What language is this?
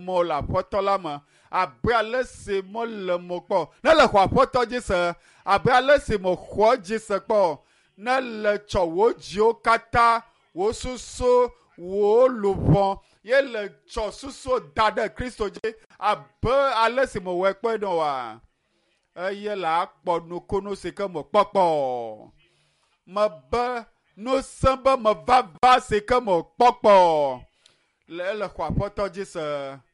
Ewe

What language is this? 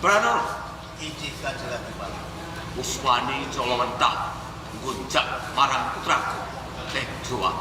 Javanese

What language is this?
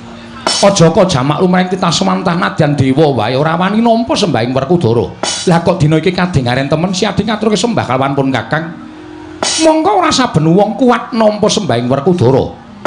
Javanese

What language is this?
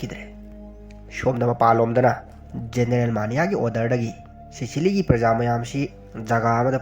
Manipuri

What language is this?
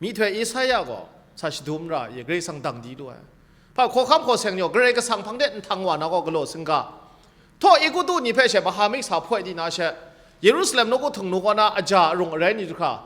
Kachin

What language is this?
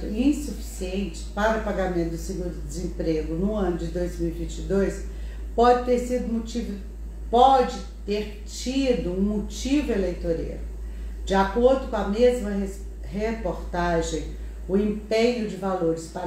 Portuguese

